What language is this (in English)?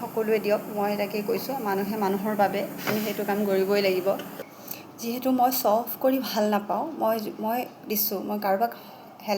Assamese